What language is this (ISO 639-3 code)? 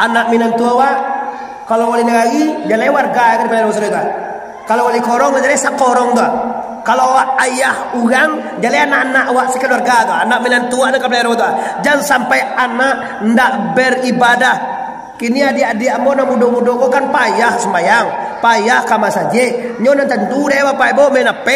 min